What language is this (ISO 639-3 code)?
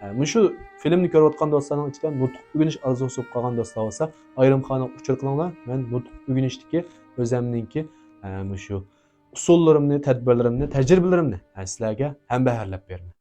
uig